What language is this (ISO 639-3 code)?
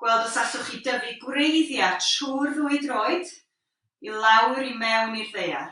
cym